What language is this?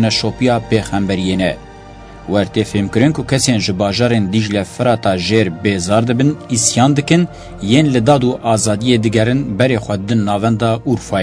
Kurdish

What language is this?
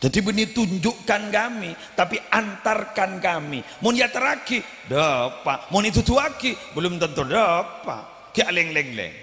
Madurese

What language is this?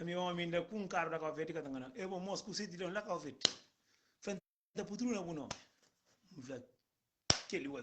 Kabuverdianu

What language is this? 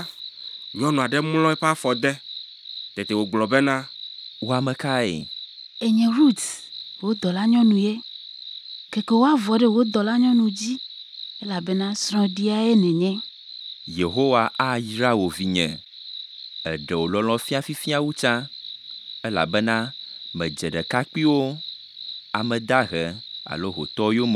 Ewe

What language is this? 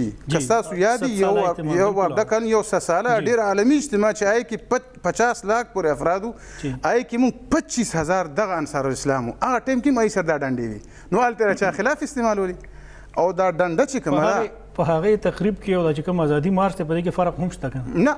Pashto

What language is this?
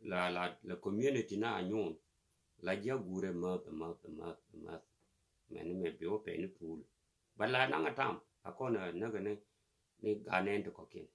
Nuer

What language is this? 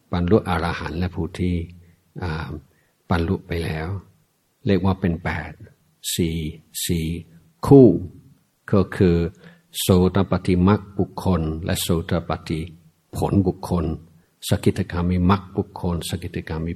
Thai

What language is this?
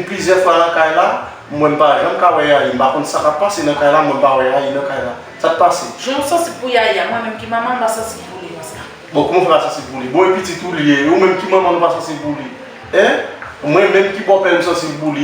Haitian Creole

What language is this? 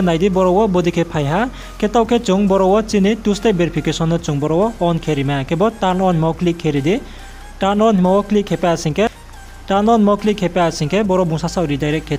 Riang (India)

